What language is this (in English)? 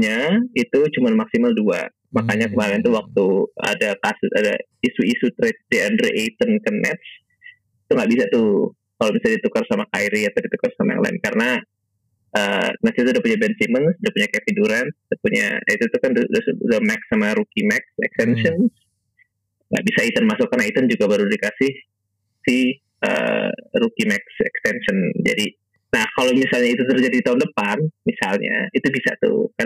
Indonesian